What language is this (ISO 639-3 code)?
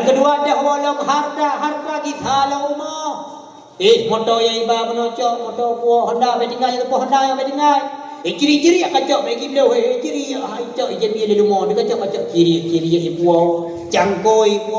ace